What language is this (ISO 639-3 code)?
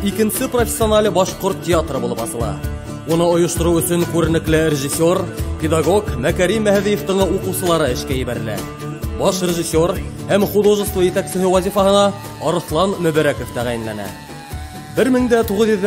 bak